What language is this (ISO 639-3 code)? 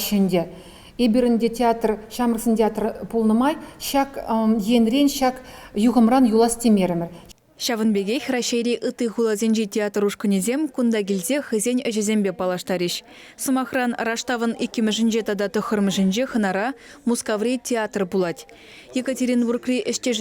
chv